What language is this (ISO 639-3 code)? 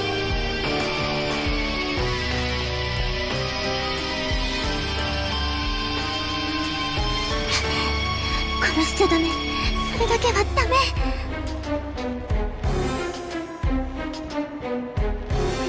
jpn